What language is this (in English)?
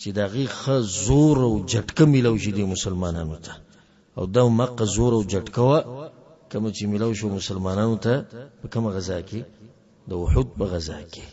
Pashto